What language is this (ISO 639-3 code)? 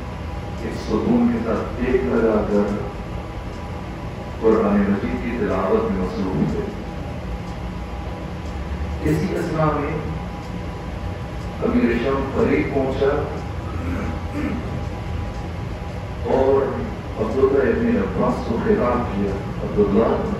urd